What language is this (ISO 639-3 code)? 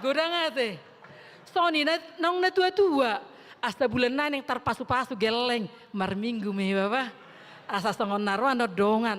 bbc